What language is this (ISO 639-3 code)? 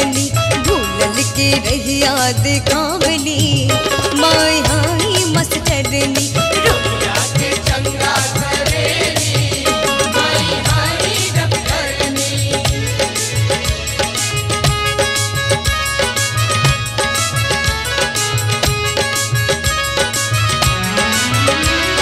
bho